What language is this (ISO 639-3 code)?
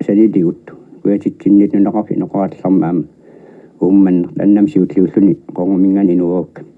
kal